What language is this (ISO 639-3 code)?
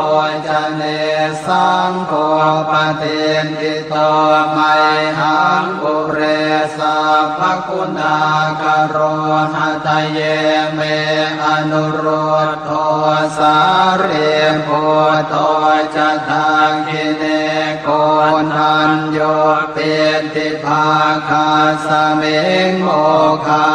pli